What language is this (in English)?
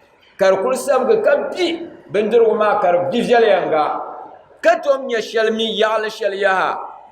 Dagbani